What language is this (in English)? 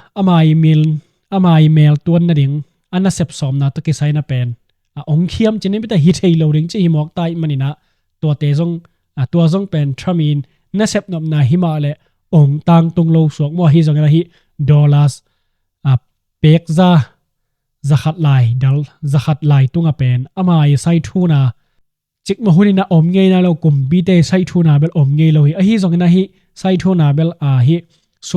Tedim Chin